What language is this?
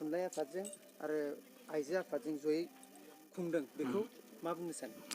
Bodo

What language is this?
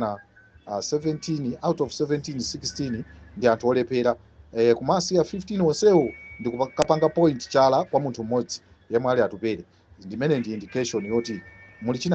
Nyanja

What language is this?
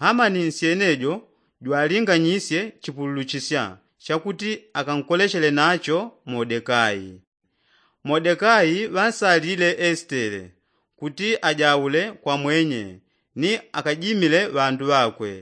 Yao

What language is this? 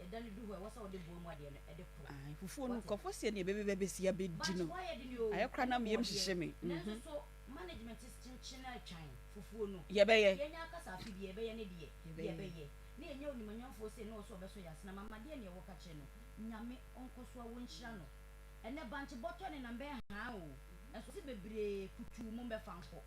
Akan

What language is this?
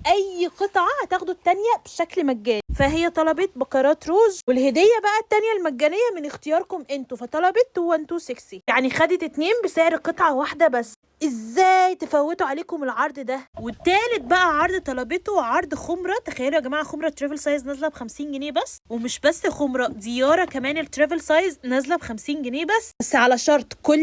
Egyptian Arabic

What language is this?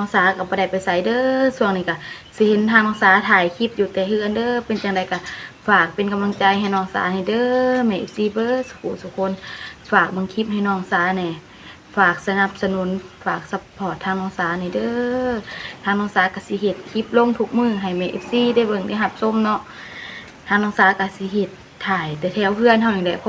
Lao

